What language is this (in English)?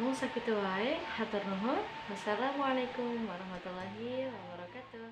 Sundanese